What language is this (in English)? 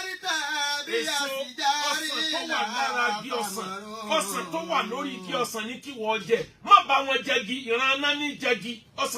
Yoruba